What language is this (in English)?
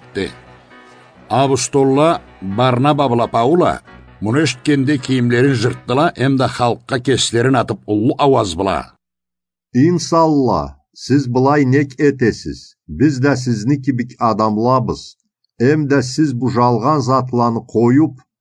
Karachay-Balkar